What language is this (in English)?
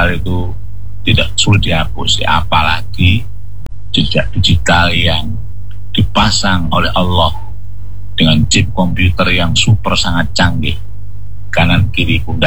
Indonesian